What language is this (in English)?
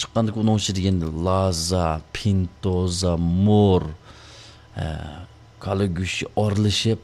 Uyghur